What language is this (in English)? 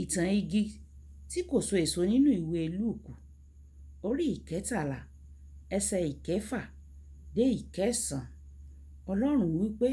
Yoruba